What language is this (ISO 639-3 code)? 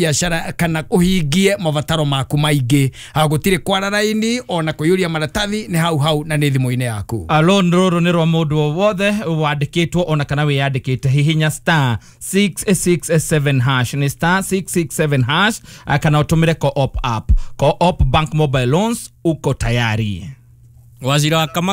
kik